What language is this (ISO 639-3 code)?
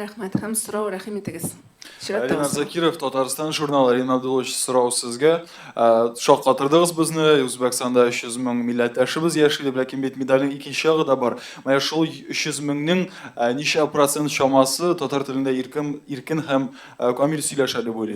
tat